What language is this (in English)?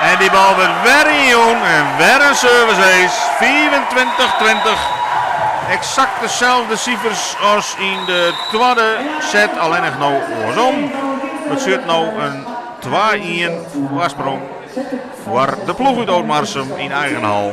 Western Frisian